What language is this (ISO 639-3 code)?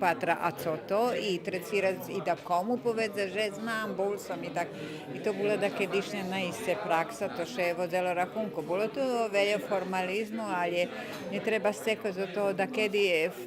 rue